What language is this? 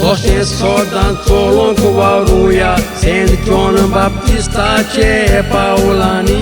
Konkani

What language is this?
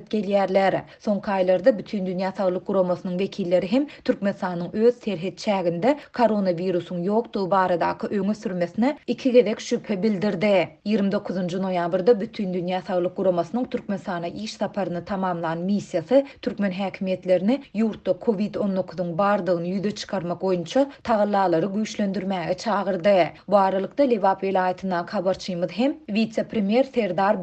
Turkmen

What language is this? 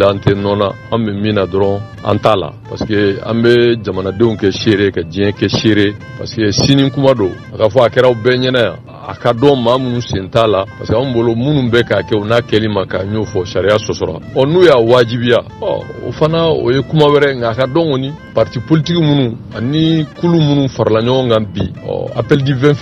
Bambara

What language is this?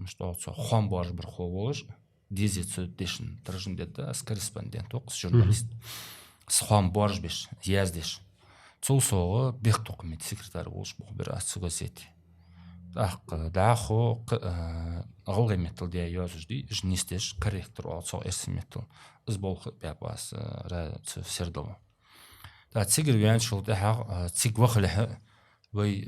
Ingush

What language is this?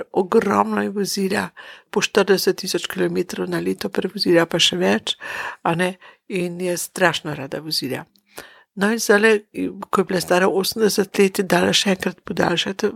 Slovenian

